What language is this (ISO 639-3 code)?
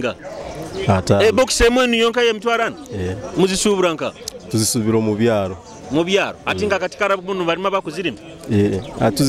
nyo